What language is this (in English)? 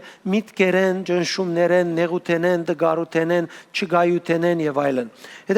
Western Armenian